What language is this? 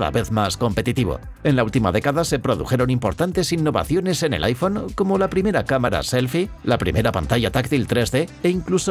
Spanish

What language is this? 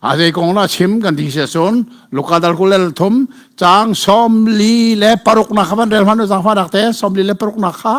Hakha Chin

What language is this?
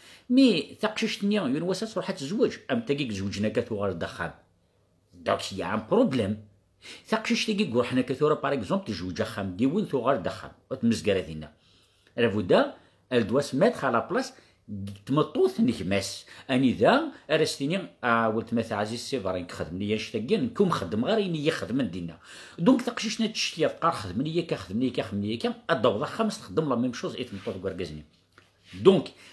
Kabyle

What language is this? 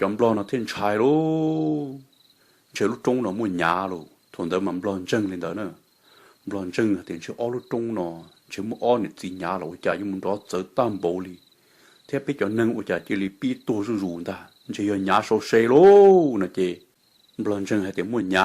Hmong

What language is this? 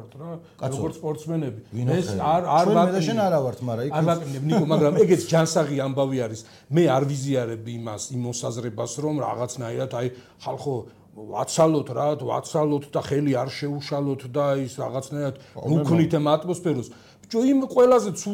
Georgian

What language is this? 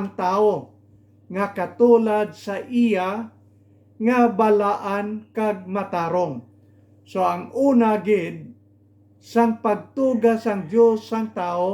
Hiligaynon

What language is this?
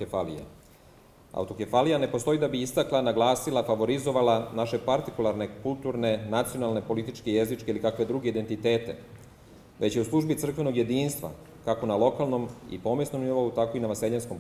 Serbian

